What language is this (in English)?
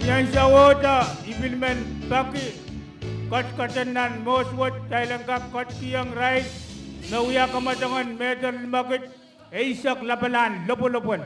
Pohnpeian